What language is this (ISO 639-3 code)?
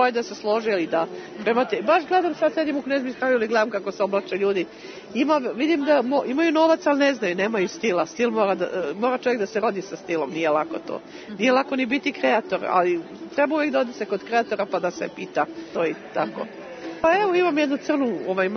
srp